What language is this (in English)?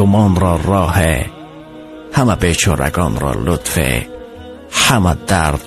Tajik